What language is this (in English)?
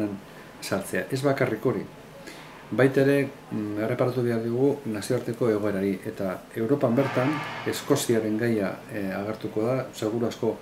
Basque